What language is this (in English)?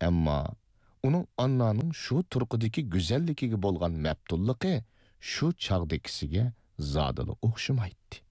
Uyghur